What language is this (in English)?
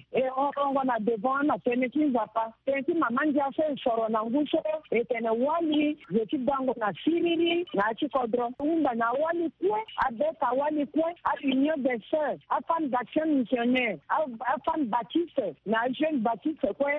Sango